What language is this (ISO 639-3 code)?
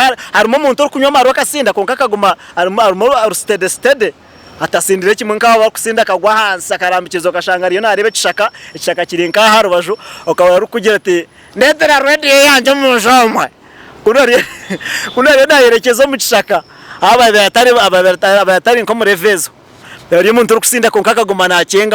nyn